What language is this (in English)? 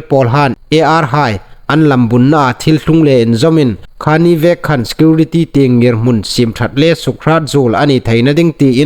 Hmar